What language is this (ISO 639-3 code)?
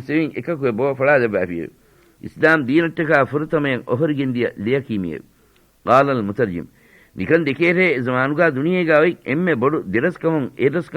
div